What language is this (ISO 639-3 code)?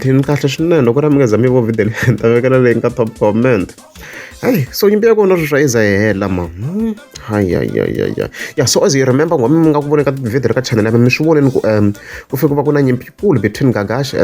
tso